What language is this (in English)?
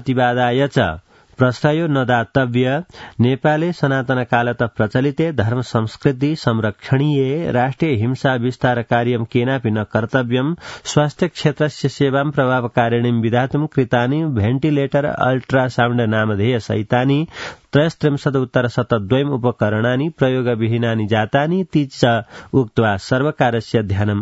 Sanskrit